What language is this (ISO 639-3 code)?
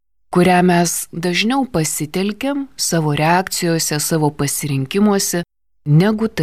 lit